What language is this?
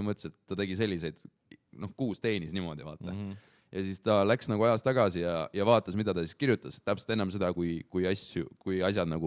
Estonian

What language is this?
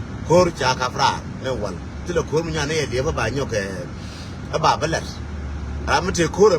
Nuer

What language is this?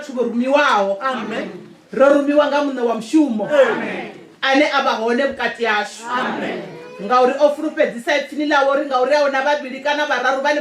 Venda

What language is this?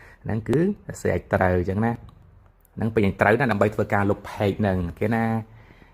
Khmer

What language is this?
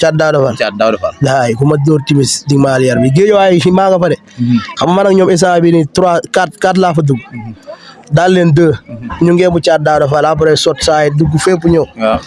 Wolof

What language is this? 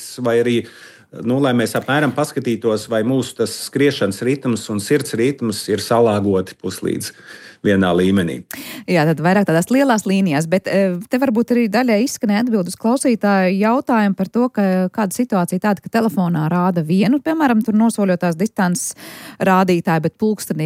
Latvian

